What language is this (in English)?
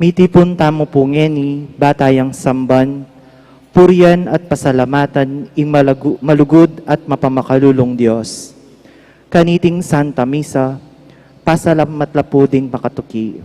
Pampanga